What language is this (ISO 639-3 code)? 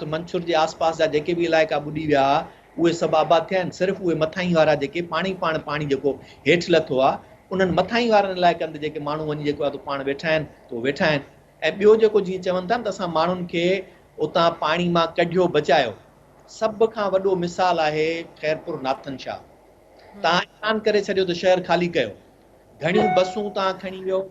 snd